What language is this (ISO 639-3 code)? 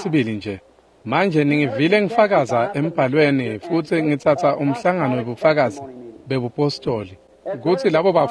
ssw